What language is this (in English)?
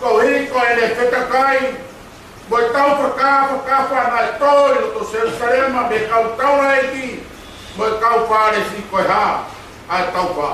Tongan